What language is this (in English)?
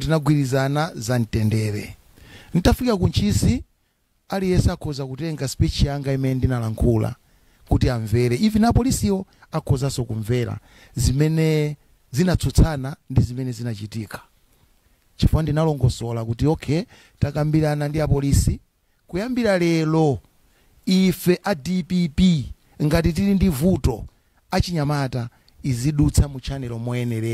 Nyanja